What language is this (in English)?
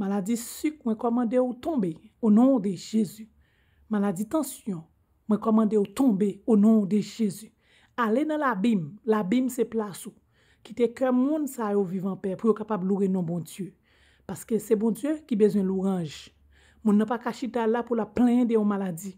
Haitian Creole